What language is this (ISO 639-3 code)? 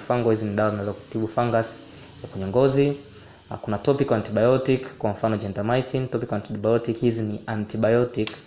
swa